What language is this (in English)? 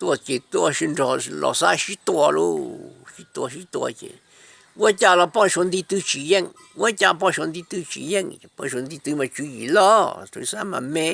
Hmong